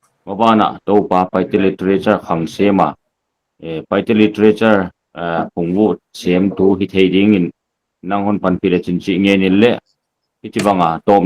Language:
Paite Chin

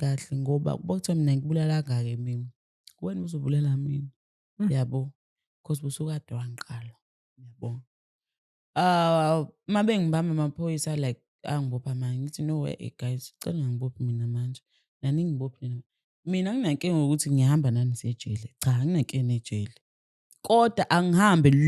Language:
Zulu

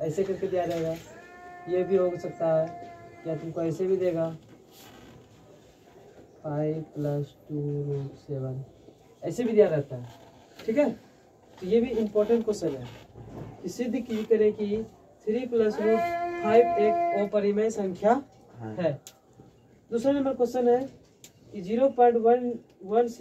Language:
Hindi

